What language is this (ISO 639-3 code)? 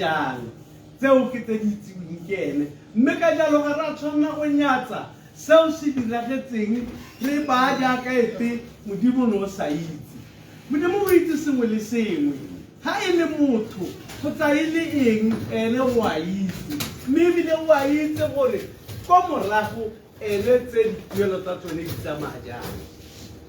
tsn